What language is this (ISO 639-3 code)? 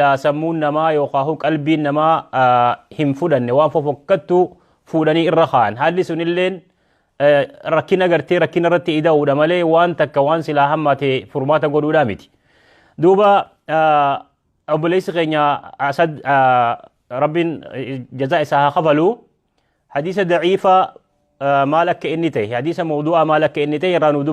orm